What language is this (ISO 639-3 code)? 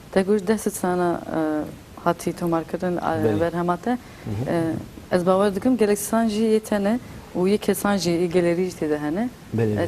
kur